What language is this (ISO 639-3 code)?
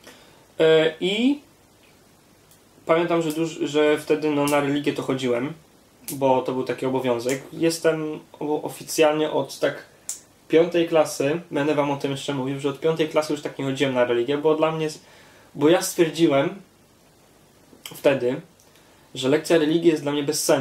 pol